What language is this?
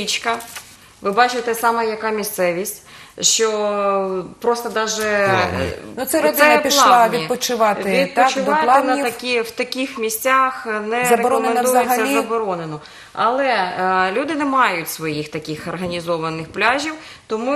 Ukrainian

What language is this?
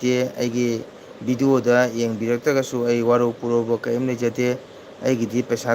Manipuri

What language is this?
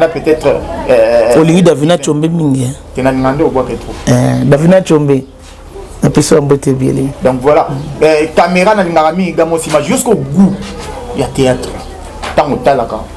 Lingala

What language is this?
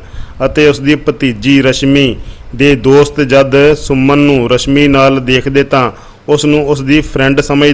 Punjabi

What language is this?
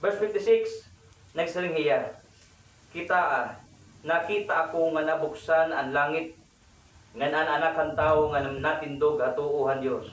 Waray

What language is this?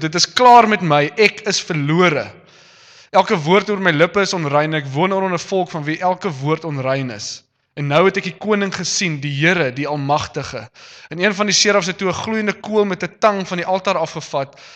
Afrikaans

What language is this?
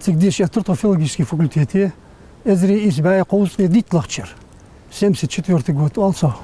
Ingush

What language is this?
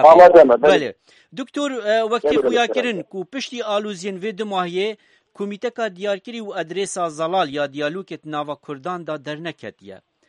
Kurdish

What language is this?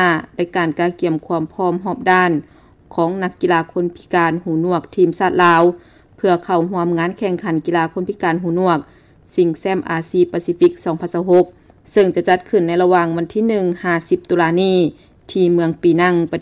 Lao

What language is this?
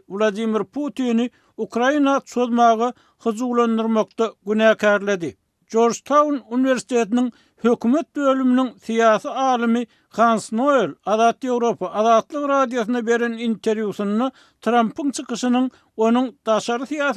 Turkmen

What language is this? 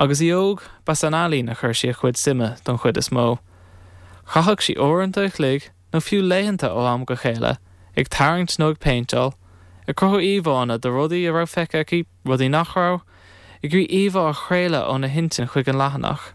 Irish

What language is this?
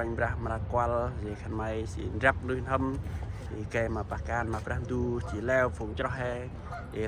Central Mnong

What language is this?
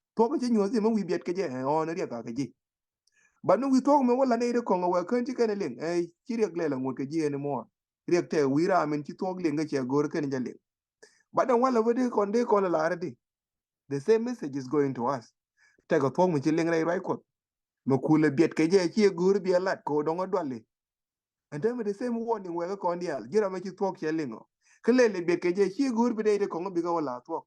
Nuer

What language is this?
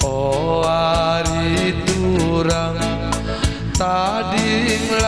Batak Karo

